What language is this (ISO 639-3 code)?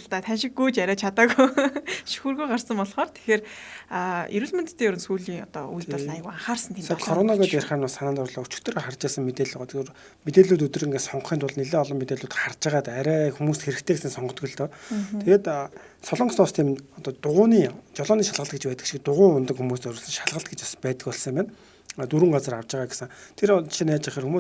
mon